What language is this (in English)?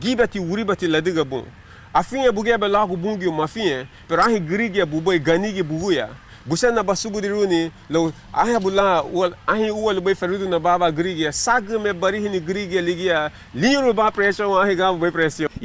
Garifuna